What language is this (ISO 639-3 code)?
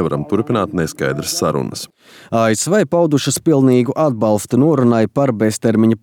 lav